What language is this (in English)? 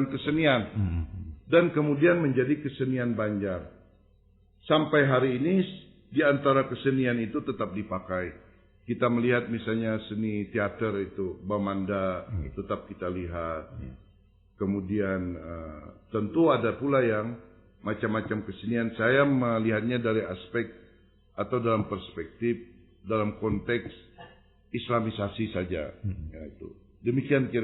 Banjar